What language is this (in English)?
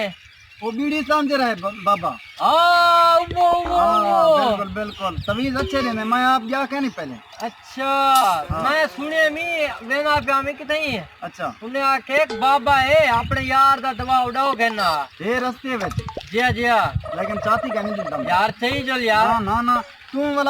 Saraiki